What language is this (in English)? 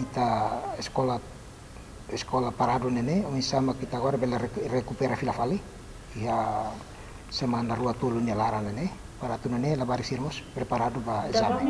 Tetum